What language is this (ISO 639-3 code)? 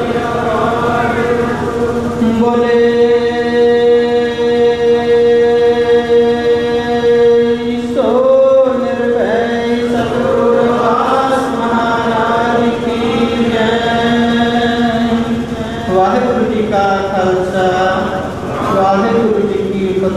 pan